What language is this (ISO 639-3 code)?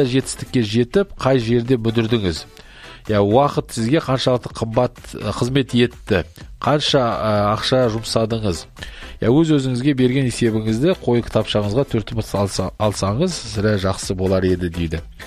kaz